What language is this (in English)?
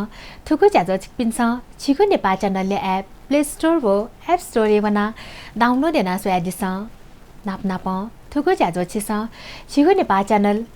Newari